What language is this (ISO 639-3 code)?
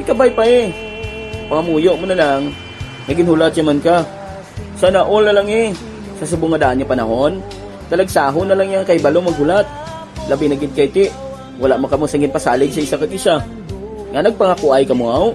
hil